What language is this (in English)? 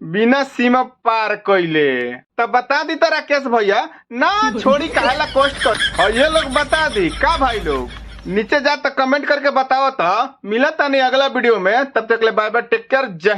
Bhojpuri